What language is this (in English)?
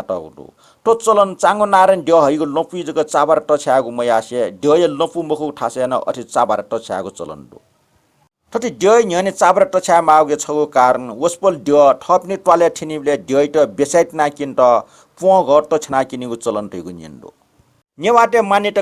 Newari